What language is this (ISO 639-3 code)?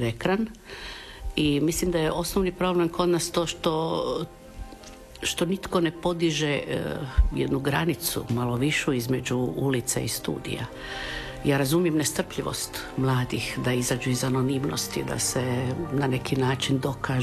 hrv